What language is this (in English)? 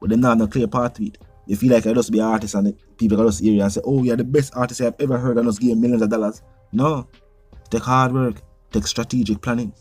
Jamaican Creole English